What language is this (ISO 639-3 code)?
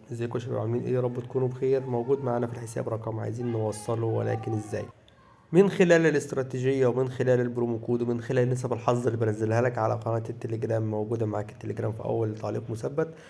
arz